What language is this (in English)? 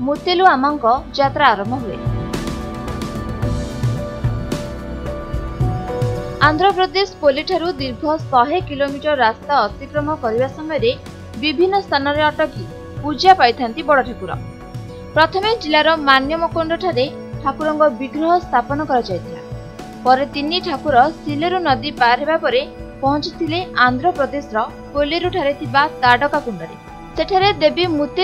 Odia